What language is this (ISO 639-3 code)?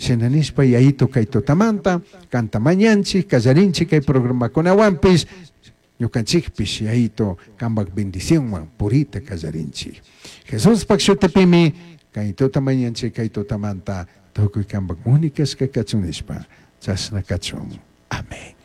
qug